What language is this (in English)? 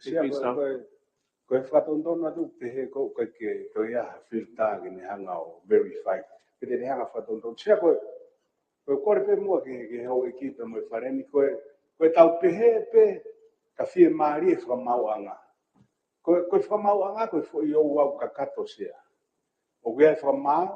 Tongan